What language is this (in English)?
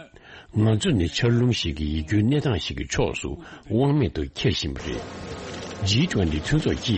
Tibetan